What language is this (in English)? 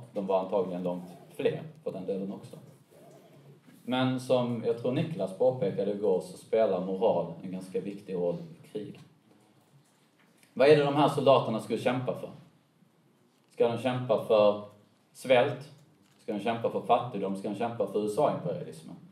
Swedish